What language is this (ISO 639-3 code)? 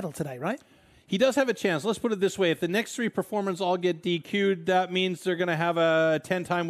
eng